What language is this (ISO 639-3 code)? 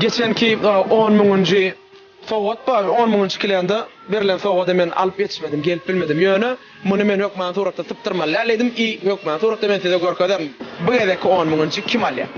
tuk